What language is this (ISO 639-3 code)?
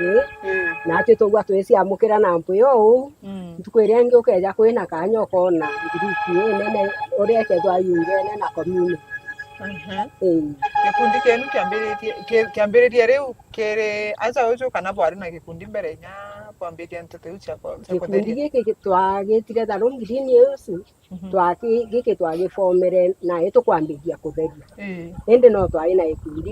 mer